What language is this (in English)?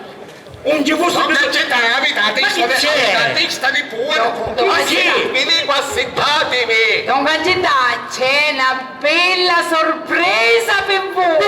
Sicilian